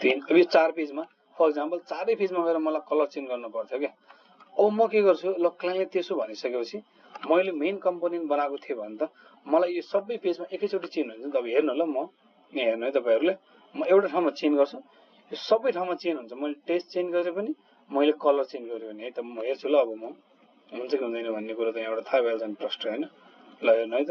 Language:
Nepali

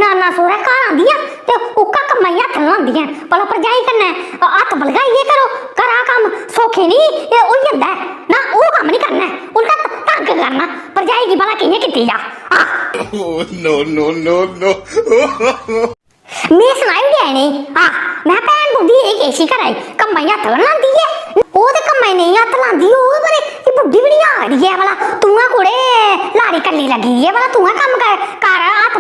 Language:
Dogri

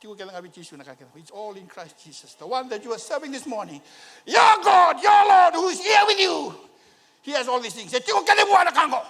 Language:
Fijian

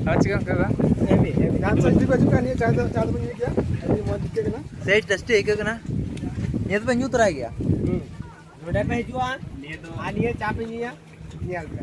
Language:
Santali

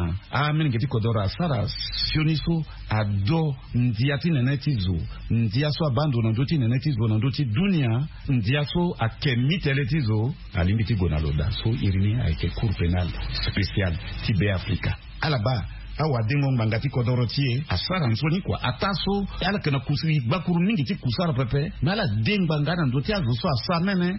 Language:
Sango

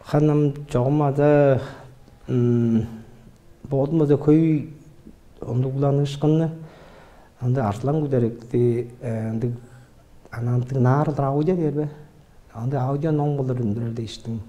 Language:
Tuvinian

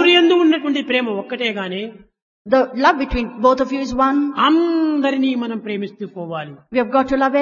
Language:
Telugu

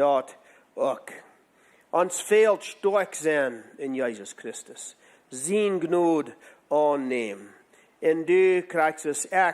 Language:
Plautdietsch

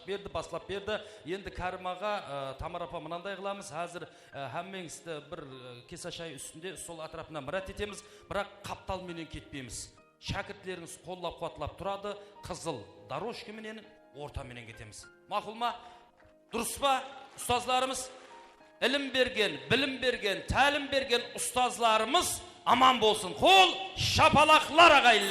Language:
Kara-Kalpak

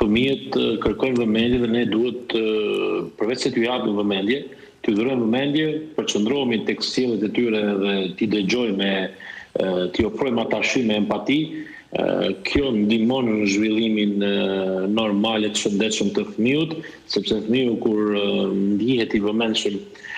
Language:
Albanian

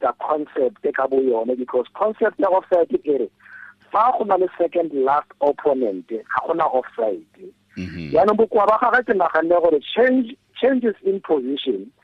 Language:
Tswana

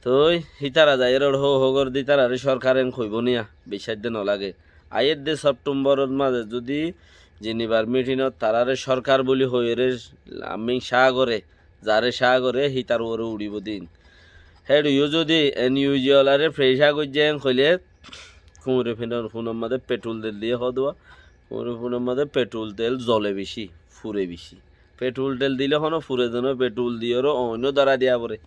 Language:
Rohingya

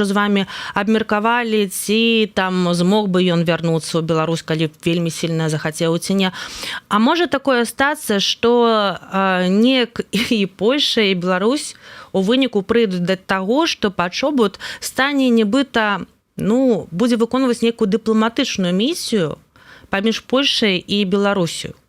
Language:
Belarusian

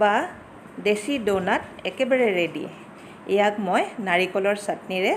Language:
Assamese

